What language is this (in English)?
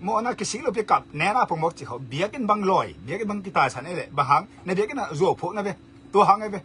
Tedim Chin